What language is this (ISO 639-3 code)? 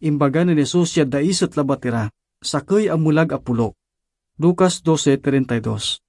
pag